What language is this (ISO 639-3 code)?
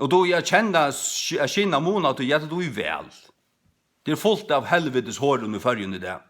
fao